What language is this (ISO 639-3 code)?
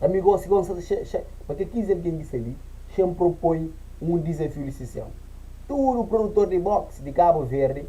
kea